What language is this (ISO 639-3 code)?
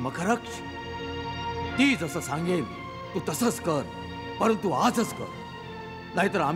mar